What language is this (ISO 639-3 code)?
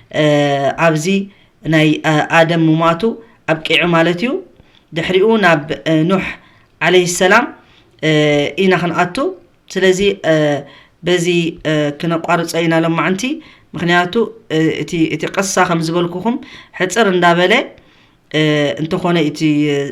tir